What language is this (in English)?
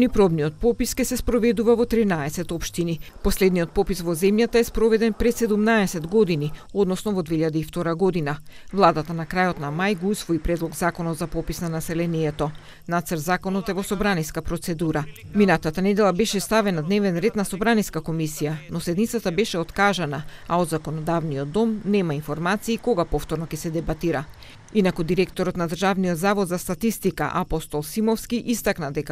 Macedonian